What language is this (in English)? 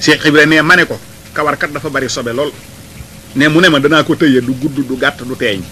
Wolof